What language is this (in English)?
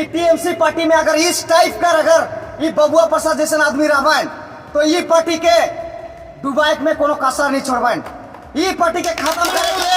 Sadri